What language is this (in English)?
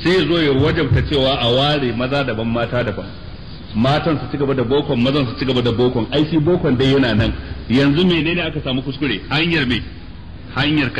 Hausa